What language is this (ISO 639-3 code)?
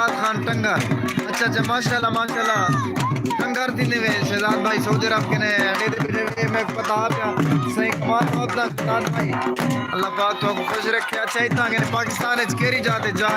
skr